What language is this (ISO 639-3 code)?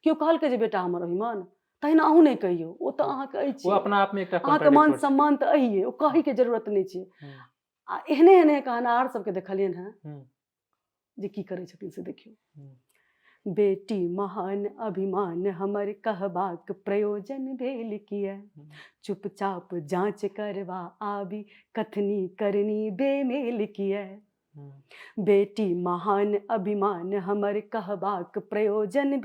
mai